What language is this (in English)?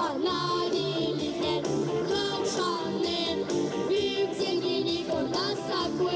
Gagauz